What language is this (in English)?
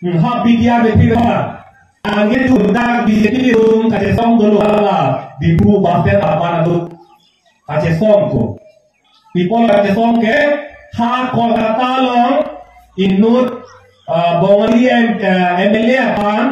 Karbi